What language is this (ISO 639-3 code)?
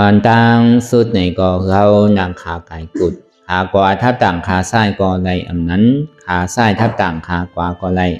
shn